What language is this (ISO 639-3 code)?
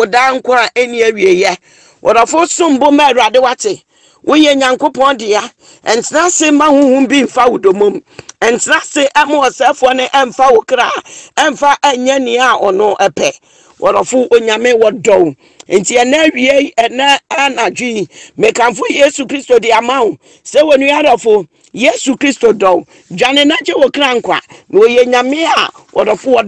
aka